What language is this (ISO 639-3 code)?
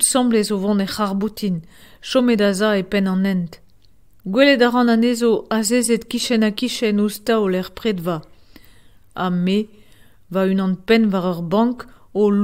bre